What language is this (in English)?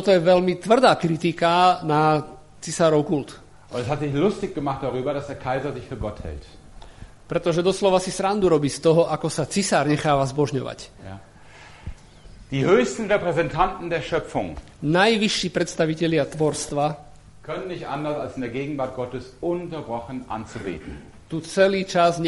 Slovak